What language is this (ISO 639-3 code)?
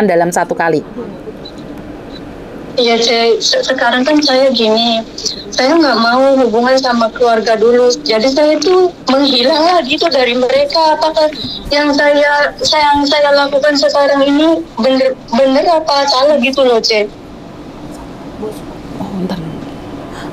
ind